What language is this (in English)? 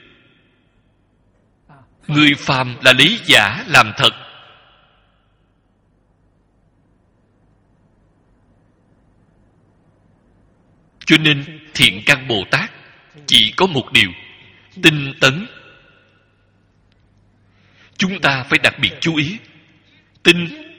Vietnamese